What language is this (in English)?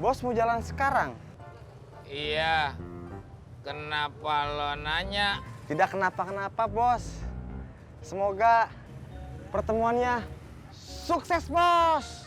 Betawi